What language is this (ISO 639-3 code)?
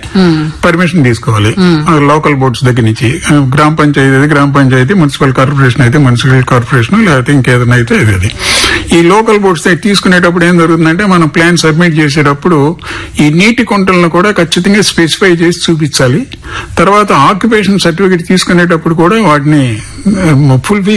tel